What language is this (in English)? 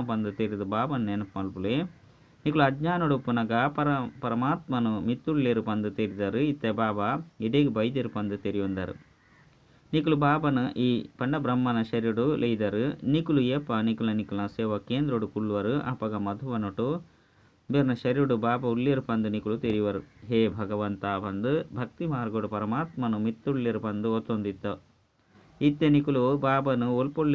Tulu